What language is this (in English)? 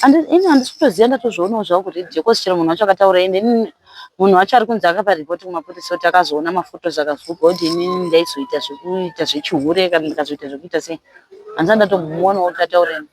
Shona